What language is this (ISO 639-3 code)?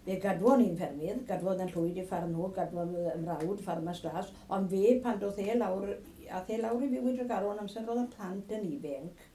cym